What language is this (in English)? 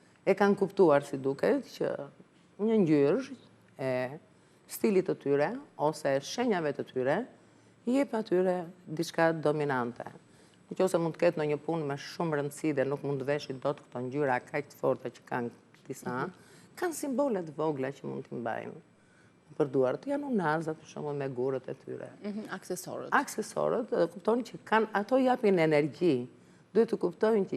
Albanian